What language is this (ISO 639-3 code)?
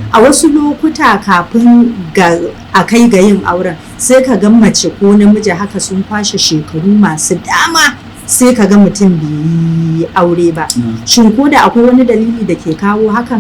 hau